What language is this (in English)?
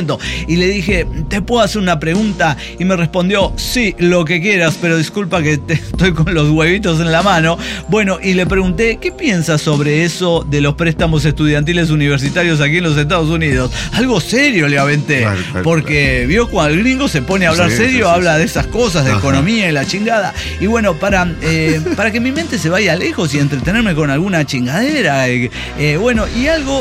Spanish